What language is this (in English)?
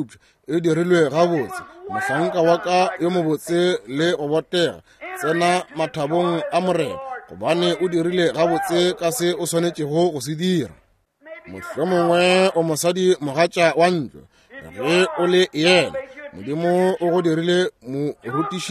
Northern Sotho